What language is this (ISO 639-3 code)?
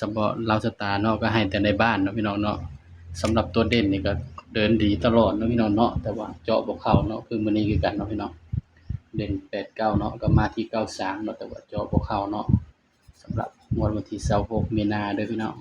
tts